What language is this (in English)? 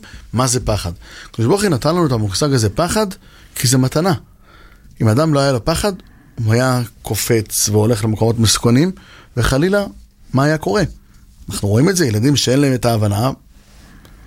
Hebrew